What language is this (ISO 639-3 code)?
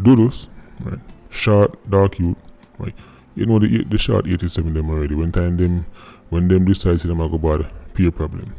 jam